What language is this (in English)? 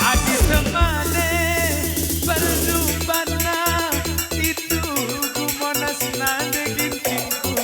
Batak Karo